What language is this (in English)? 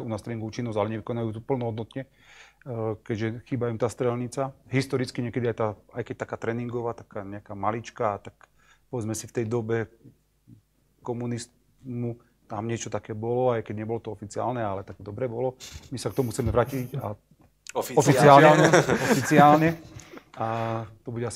Slovak